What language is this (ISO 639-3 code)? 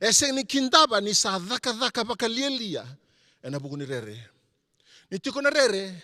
fij